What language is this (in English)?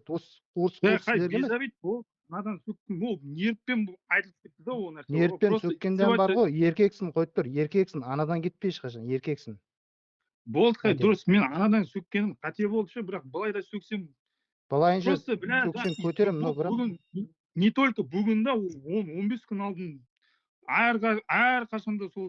Kara-Kalpak